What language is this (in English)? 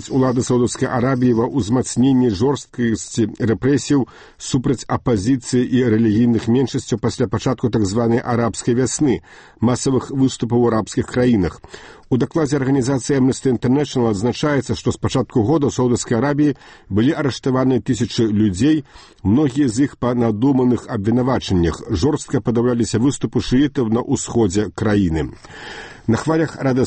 Belarusian